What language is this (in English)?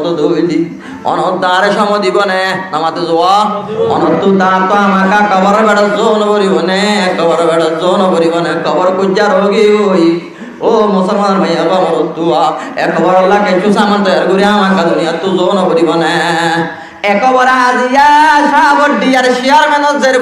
Rohingya